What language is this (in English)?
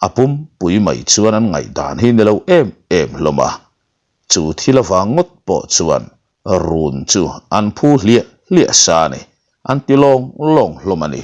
Mizo